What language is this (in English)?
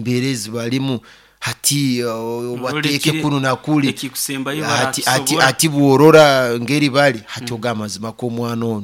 Nyoro